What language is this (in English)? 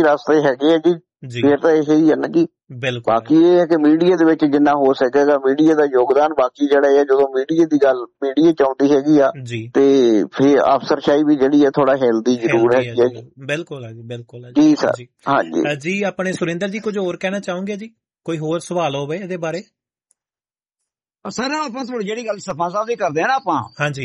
Punjabi